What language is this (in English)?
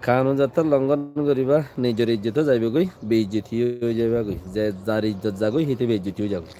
Rohingya